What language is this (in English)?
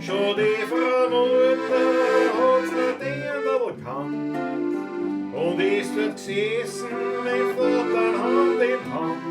Bavarian